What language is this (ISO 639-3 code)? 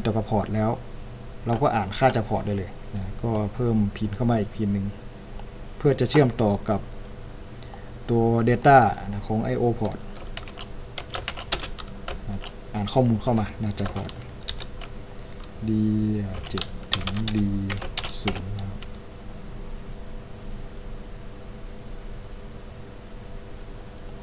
tha